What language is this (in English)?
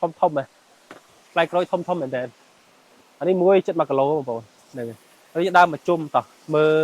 Khmer